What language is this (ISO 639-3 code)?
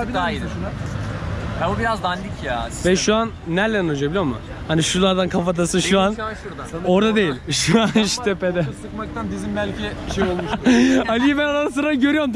tur